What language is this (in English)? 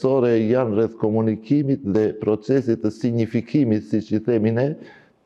Albanian